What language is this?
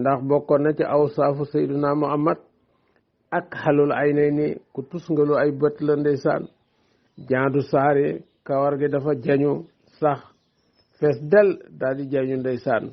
Wolof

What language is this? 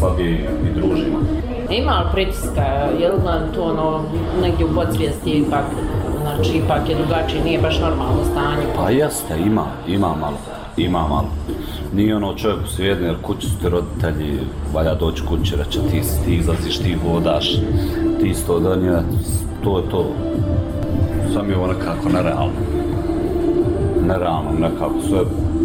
Bosnian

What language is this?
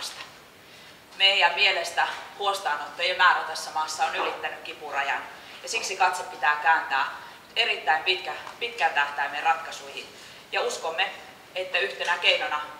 Finnish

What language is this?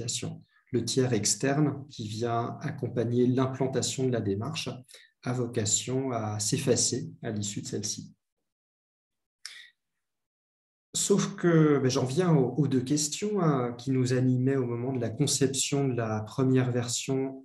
French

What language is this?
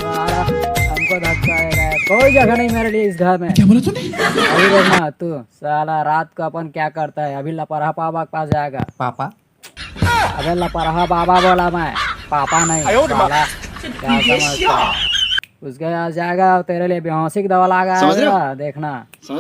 Chhattisgarhi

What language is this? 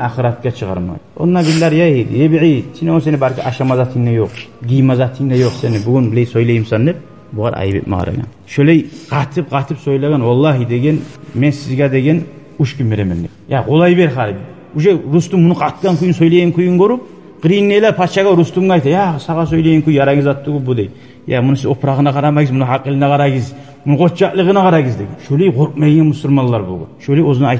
Kumyk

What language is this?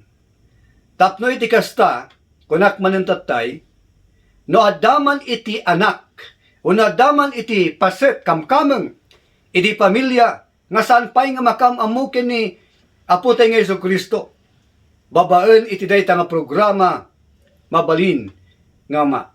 Iloko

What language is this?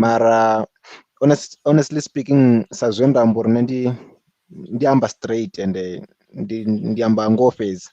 Venda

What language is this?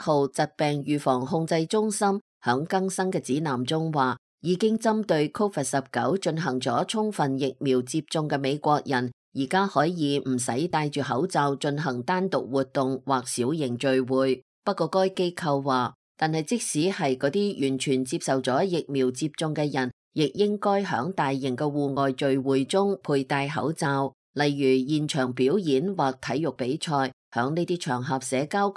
Cantonese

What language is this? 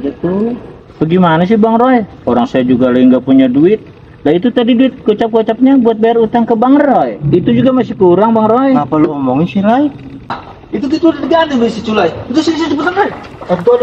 Betawi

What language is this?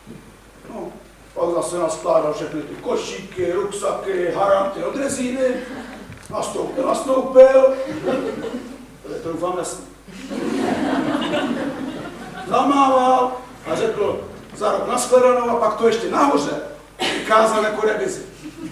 Czech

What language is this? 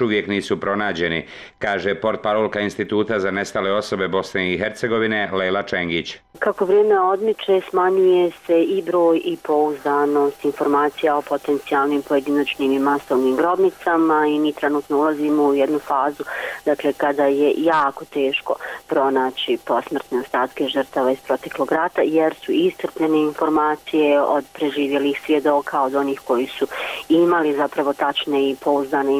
Bosnian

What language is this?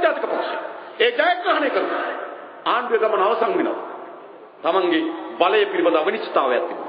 Sinhala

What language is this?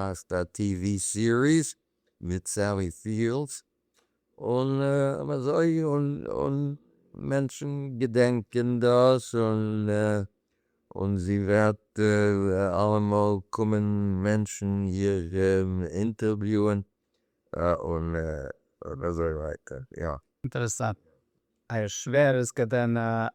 Yiddish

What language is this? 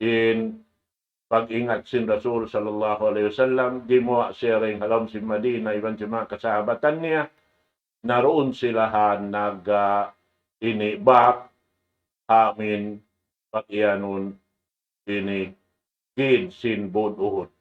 Tausug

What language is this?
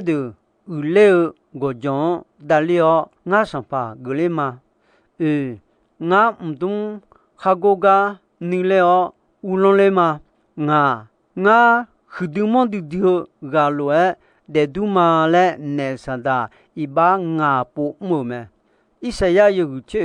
Akha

